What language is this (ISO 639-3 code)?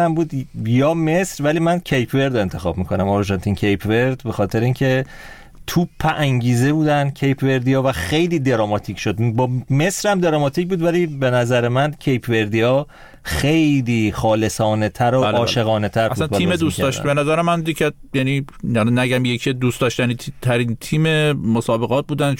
fas